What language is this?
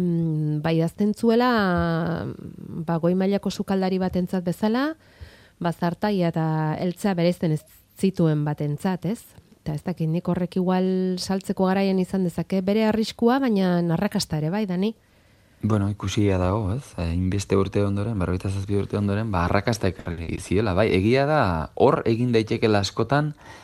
Basque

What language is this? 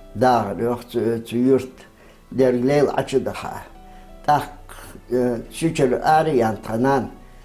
Ingush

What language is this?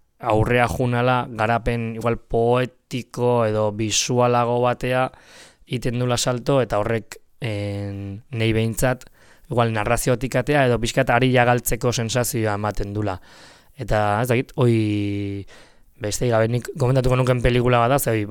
Basque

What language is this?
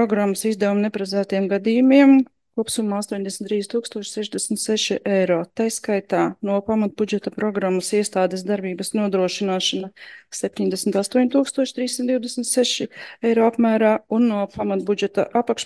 Latvian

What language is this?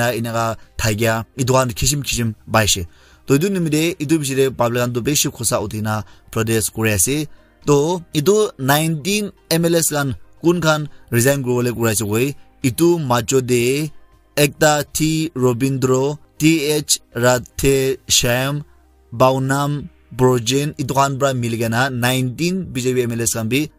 Naga Pidgin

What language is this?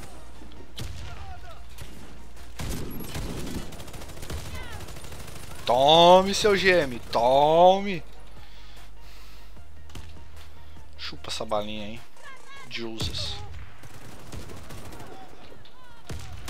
Portuguese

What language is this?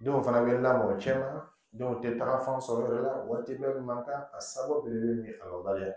Dyula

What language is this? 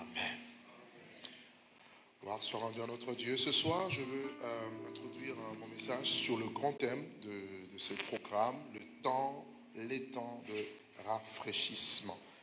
French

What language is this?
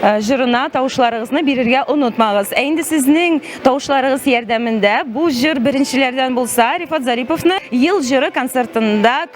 Tatar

